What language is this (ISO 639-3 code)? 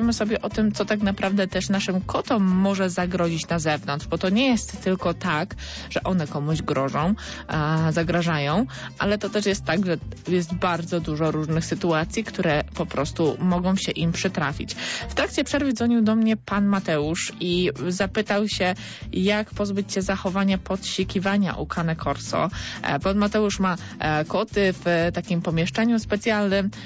pol